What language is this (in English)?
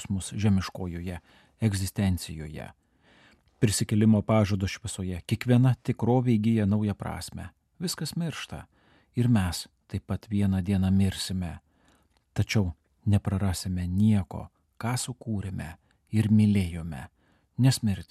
Lithuanian